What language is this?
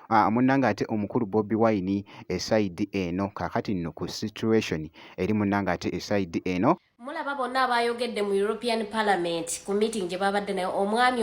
Ganda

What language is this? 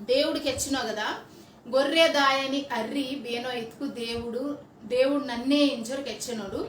Koya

